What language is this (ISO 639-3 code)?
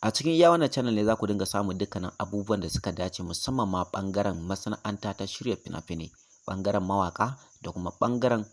hau